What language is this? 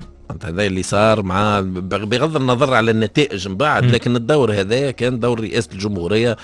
Tunisian Arabic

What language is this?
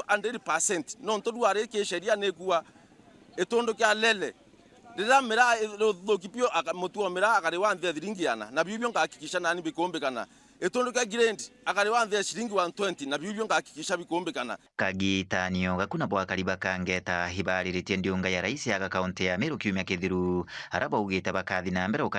Meru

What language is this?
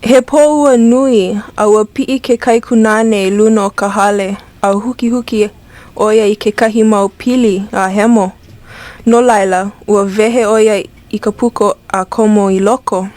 Hawaiian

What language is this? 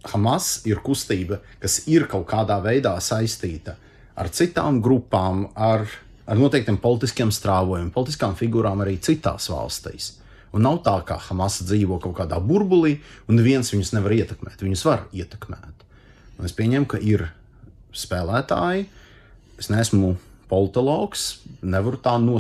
Latvian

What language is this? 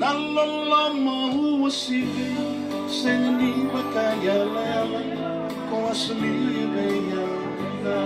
Fijian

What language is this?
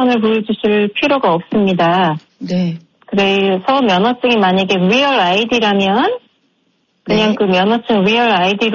Korean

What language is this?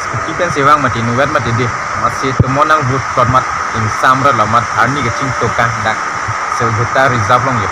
Karbi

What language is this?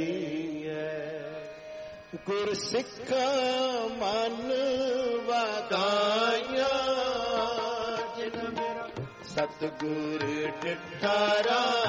Punjabi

